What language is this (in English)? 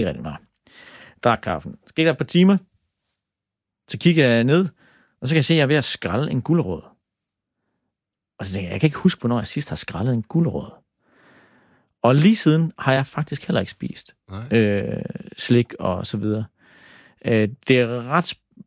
Danish